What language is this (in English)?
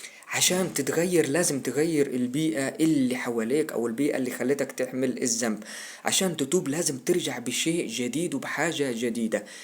Egyptian Arabic